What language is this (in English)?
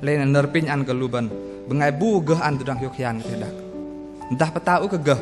Bahnar